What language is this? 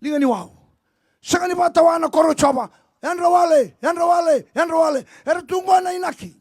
Fijian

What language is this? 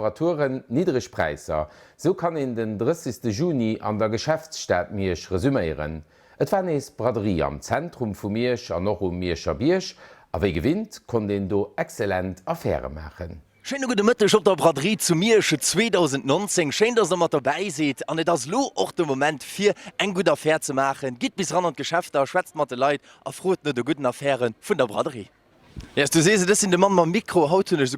Luxembourgish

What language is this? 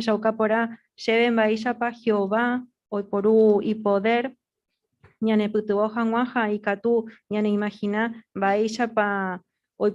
Guarani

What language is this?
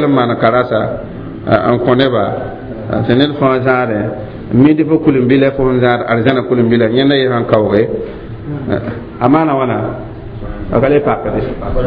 Mossi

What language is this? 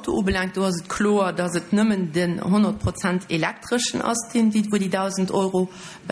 Luxembourgish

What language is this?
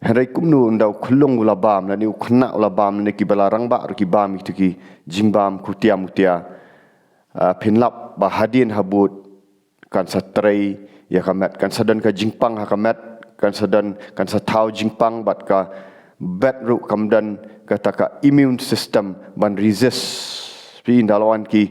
Khasi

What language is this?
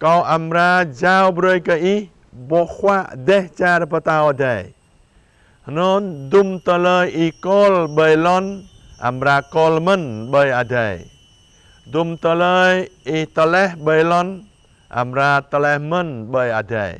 Jarai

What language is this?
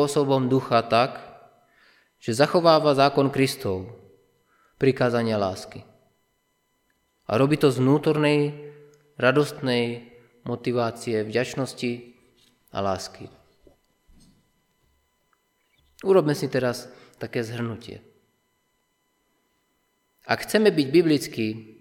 Slovak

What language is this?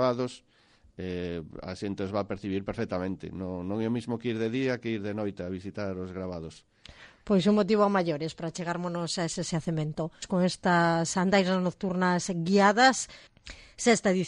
Galician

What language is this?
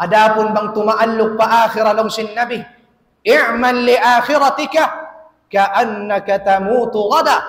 Tausug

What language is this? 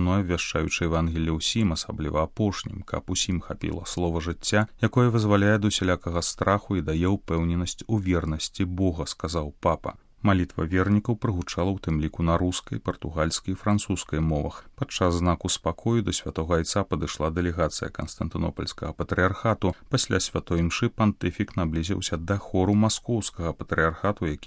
Belarusian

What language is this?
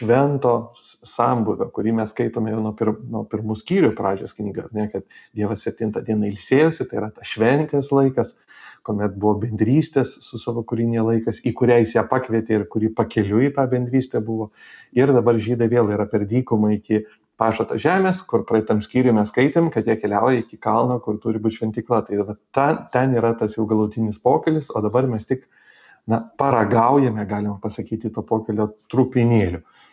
Lithuanian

